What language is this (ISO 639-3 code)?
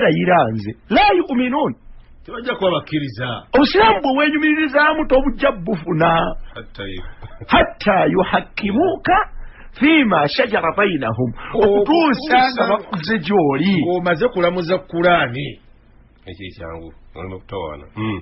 lug